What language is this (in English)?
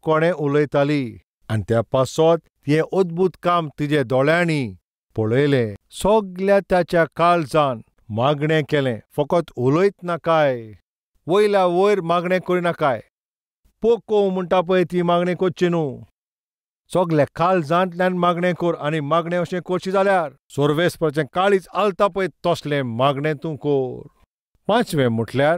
Konkani